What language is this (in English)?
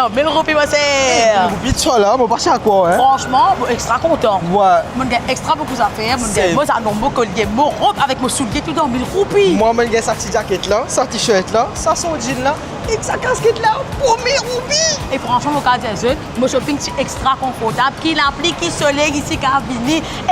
Morisyen